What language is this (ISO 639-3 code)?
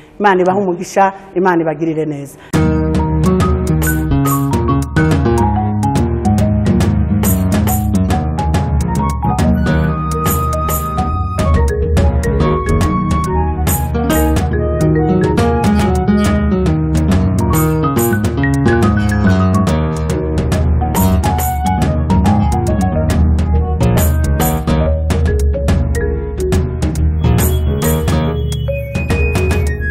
kin